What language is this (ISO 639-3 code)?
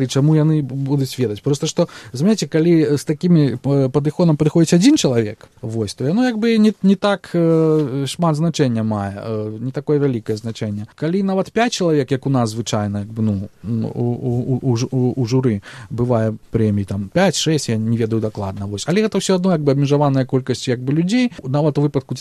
bel